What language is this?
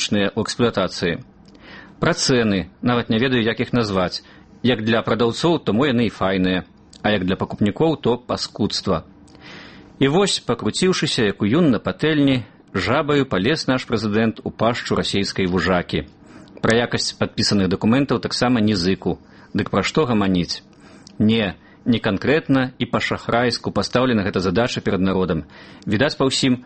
Belarusian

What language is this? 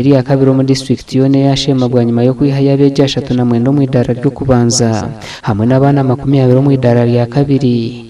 Nyankole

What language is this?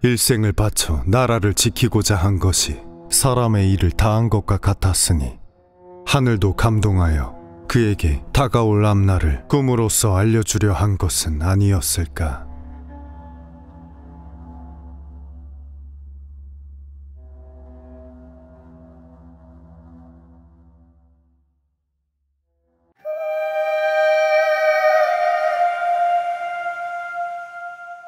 Korean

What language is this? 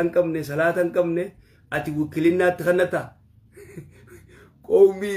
Oromo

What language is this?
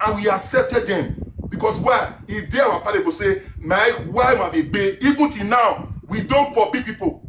Nigerian Pidgin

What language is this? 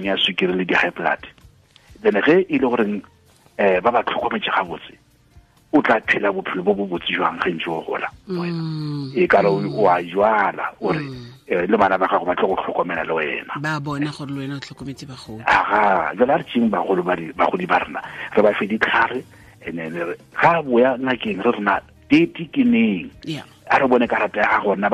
Northern Sotho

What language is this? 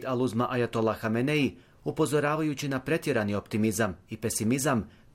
Bosnian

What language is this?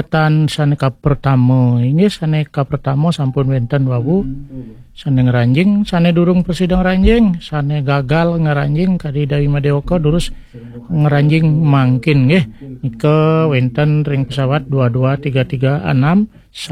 Balinese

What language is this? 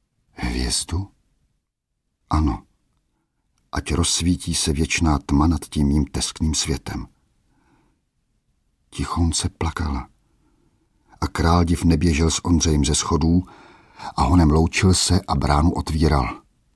Czech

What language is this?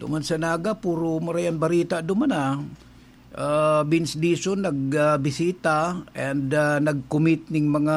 Bikol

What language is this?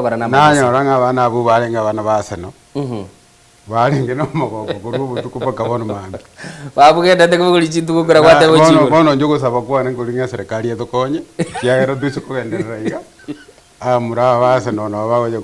Gusii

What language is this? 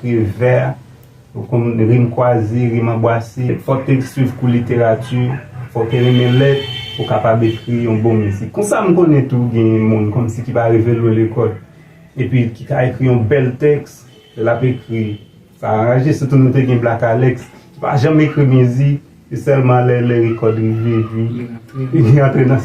Haitian Creole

